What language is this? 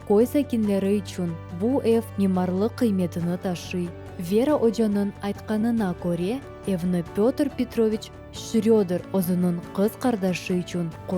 Crimean Tatar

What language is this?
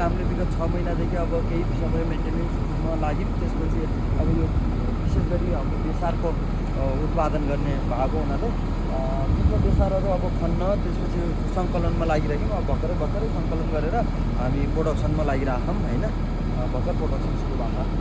Nepali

